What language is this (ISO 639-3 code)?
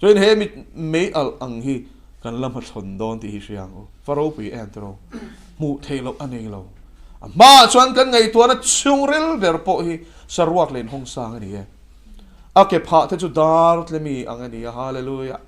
lus